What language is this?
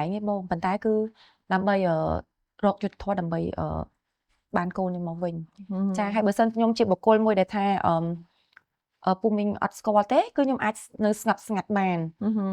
Khmer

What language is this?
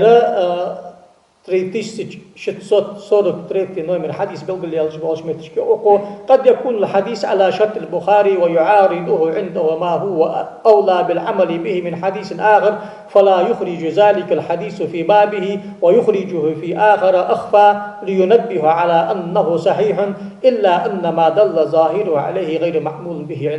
Ingush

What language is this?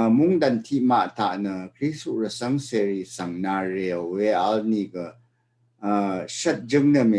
Rawang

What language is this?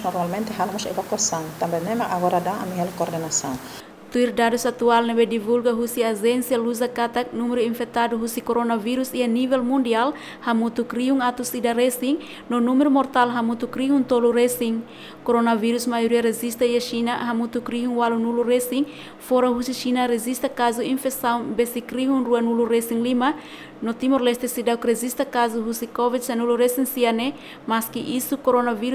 Tetum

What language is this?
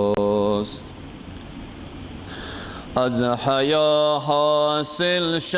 Persian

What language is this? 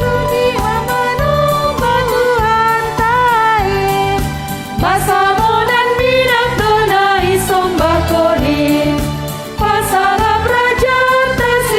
Batak Simalungun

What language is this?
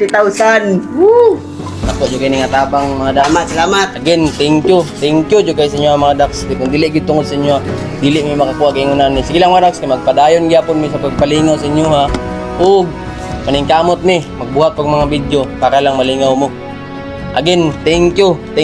Cebuano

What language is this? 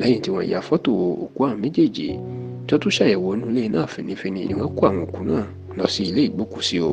Yoruba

